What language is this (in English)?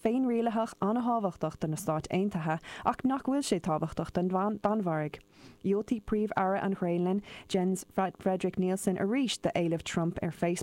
Irish